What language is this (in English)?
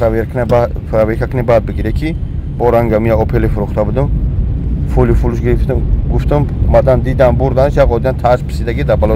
Tajik